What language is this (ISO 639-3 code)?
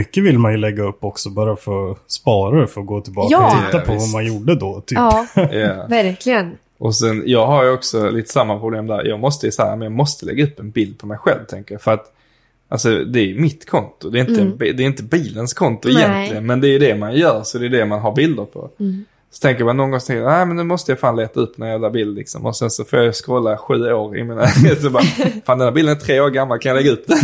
swe